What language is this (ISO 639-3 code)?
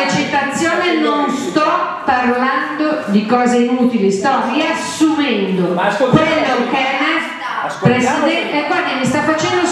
ita